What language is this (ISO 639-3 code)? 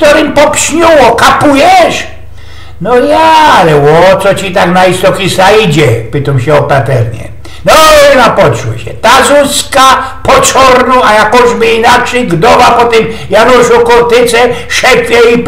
szl